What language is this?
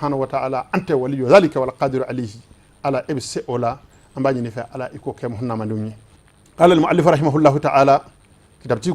Bambara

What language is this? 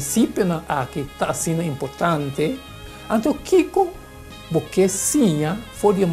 Papiamento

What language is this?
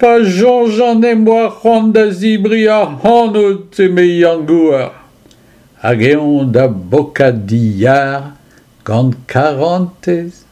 Breton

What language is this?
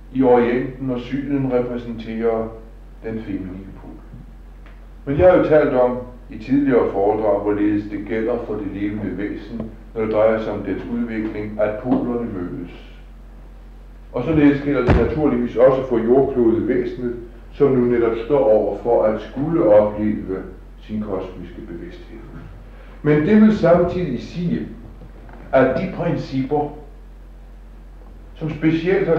Danish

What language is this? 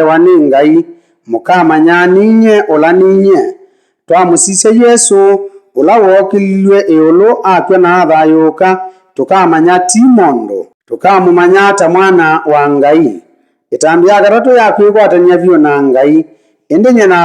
Kamba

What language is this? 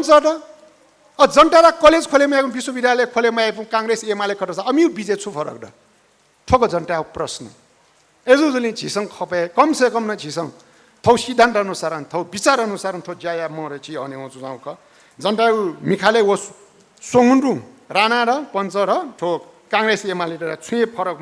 Newari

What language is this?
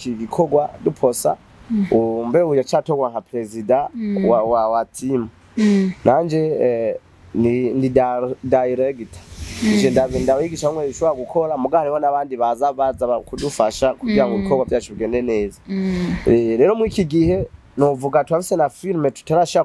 Rundi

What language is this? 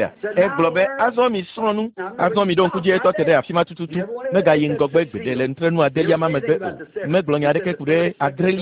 Ewe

